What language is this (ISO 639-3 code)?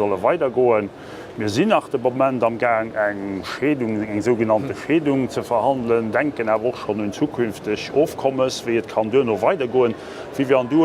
ltz